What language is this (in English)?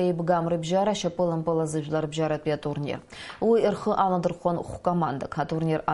Abkhazian